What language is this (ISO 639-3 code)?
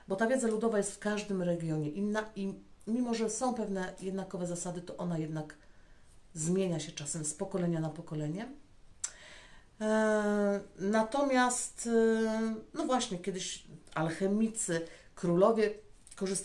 pol